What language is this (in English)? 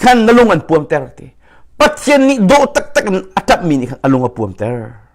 Hakha Chin